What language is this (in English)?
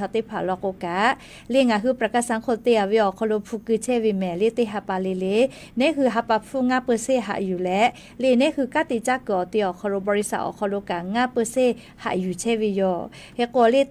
Lahu